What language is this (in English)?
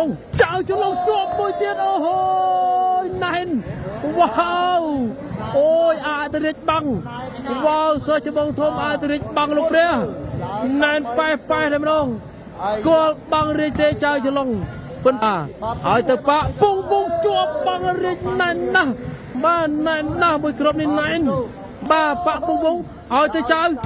Khmer